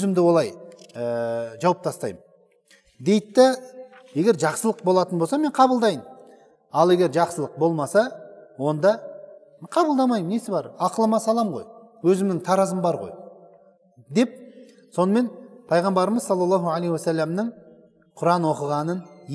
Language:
Kazakh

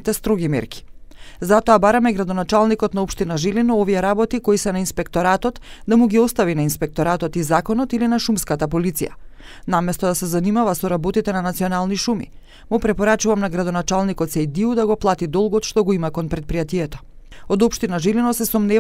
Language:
Macedonian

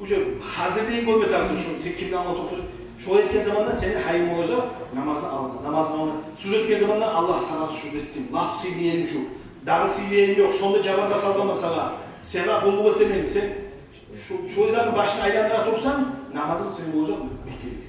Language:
Kumyk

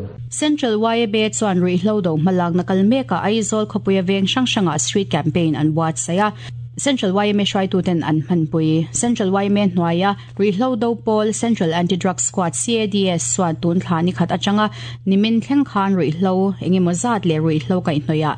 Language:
Mizo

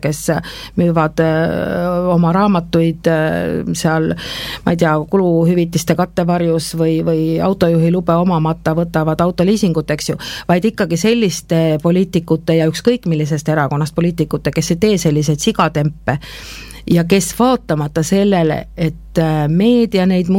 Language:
Estonian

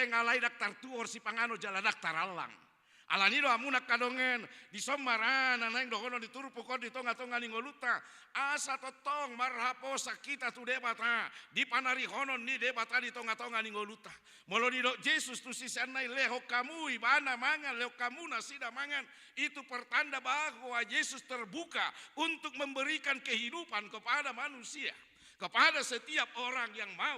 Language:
Batak Toba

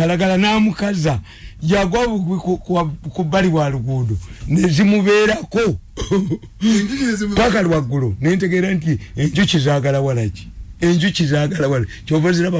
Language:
Ganda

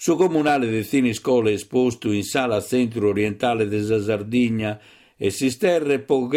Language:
Sardinian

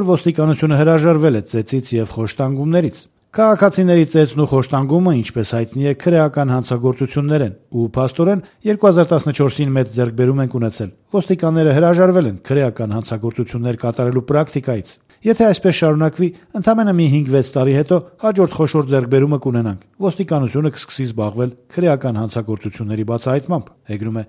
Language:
Armenian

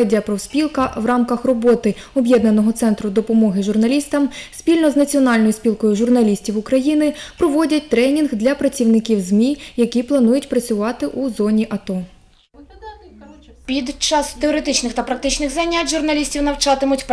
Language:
Ukrainian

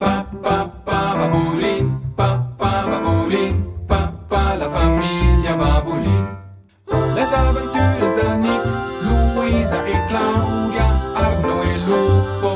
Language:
Romansh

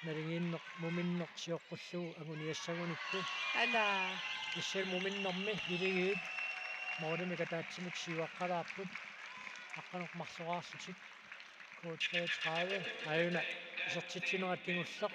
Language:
Kalaallisut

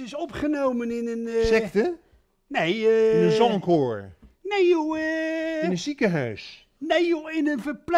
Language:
Dutch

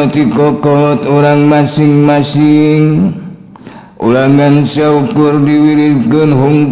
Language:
Sundanese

